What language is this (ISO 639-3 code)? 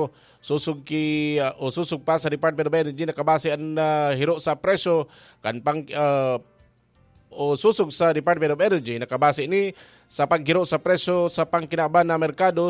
bik